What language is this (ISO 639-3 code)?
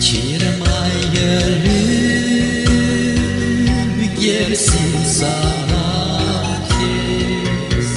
gag